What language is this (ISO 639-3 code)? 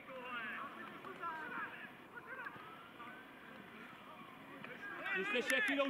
ces